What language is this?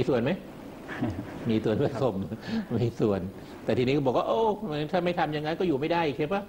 Thai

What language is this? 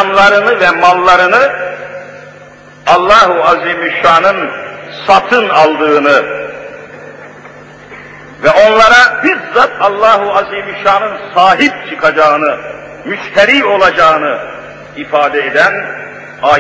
Turkish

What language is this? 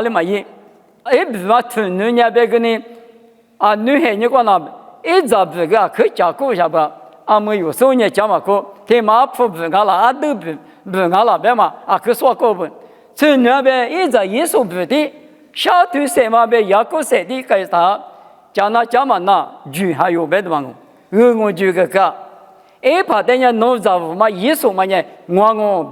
Lisu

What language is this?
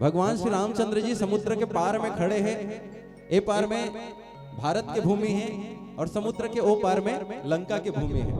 Chhattisgarhi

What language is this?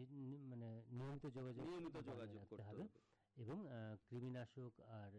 Bangla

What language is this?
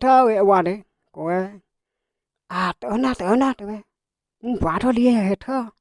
S'gaw Karen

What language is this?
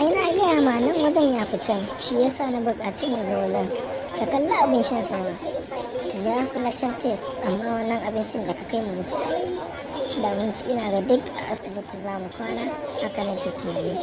Hausa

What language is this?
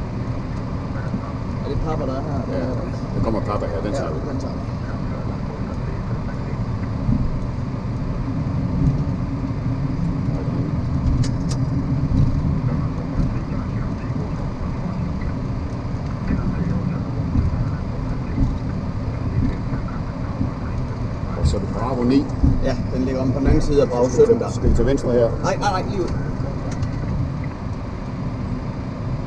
Danish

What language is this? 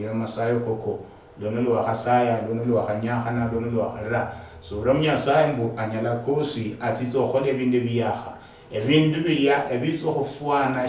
Luyia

